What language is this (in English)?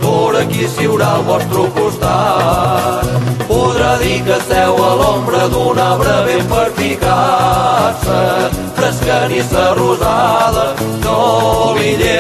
Catalan